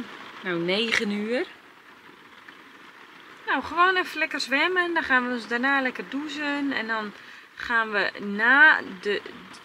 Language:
Dutch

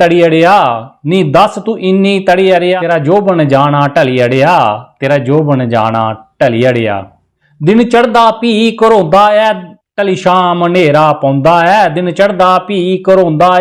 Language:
Dogri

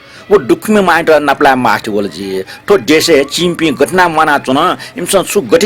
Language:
Newari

